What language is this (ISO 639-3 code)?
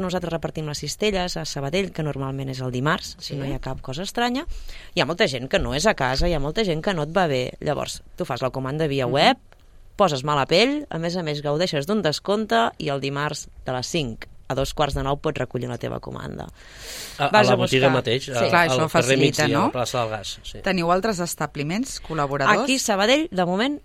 cat